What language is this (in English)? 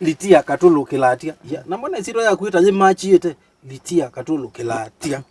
Kamba